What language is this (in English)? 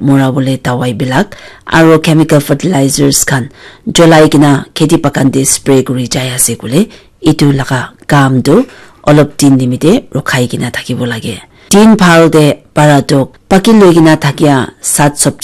Naga Pidgin